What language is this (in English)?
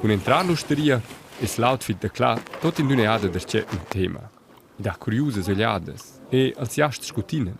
Romansh